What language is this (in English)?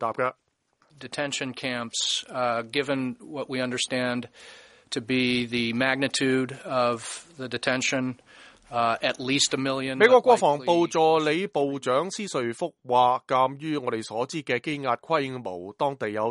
Cantonese